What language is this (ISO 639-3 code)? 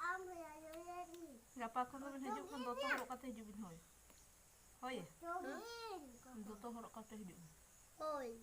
sat